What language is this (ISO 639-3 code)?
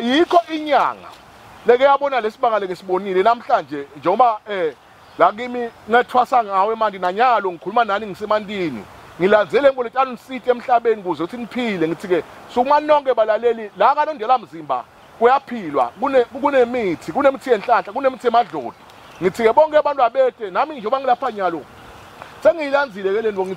zul